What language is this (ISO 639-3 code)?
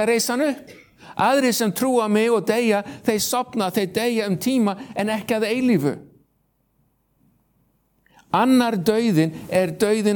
isl